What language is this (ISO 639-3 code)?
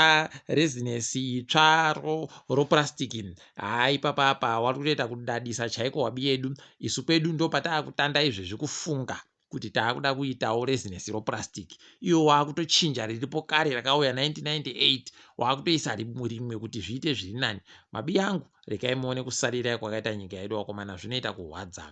ndc